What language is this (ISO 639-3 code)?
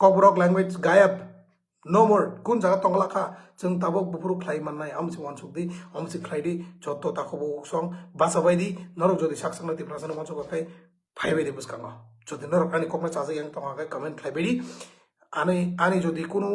trp